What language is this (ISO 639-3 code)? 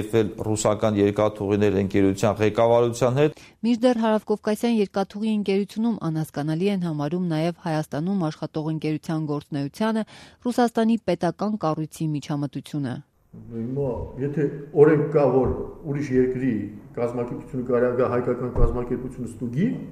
hye